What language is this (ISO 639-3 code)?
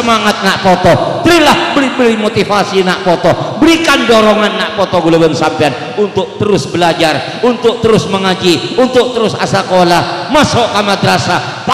mad